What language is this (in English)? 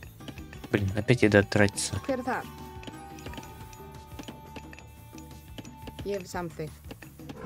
Icelandic